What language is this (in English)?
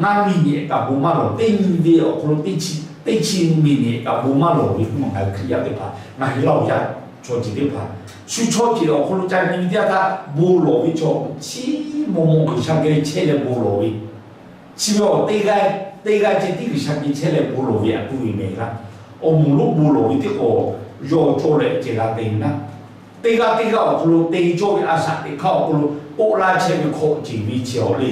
Lahu